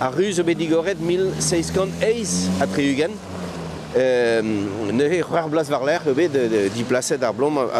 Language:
Breton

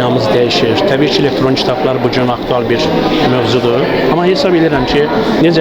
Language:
Azerbaijani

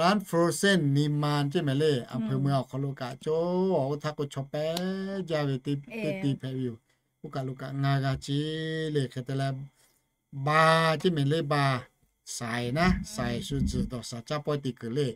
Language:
Lahu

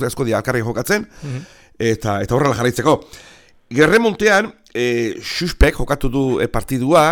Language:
Basque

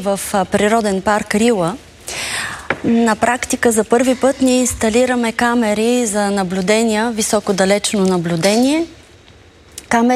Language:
Bulgarian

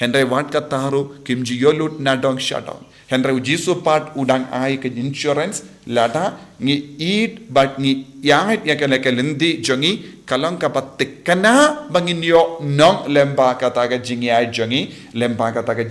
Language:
Khasi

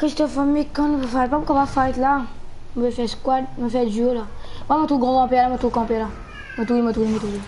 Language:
Morisyen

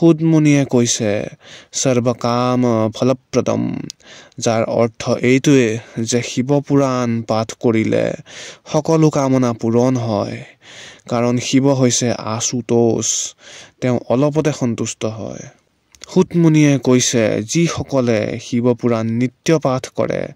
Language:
Assamese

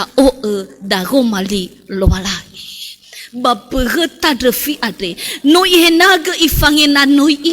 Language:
Nias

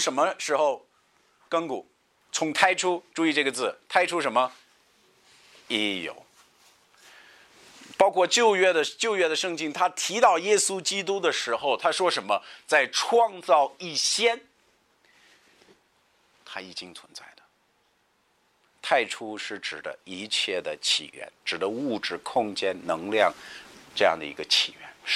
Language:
Chinese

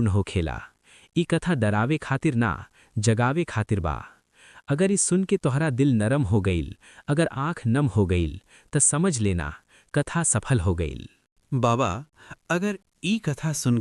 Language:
Bhojpuri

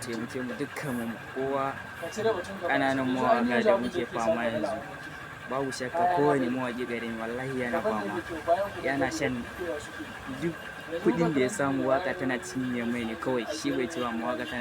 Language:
Hausa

